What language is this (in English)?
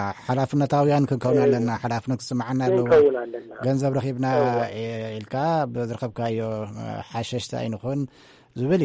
Tigrinya